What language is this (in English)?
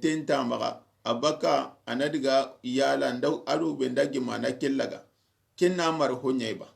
Soninke